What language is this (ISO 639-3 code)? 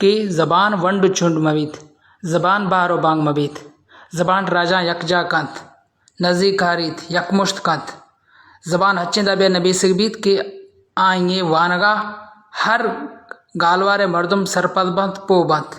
bal